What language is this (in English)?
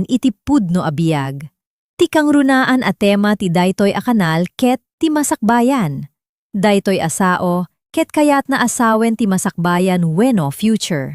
Iloko